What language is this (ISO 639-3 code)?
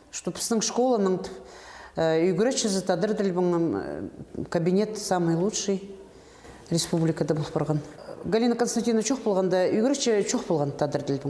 kjh